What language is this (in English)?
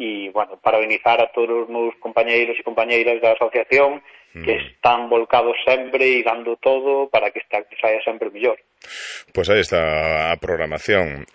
Galician